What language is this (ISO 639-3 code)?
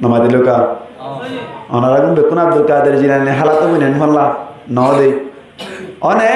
rhg